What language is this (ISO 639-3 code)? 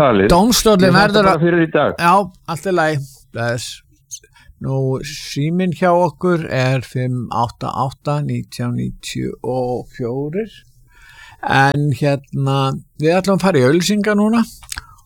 isl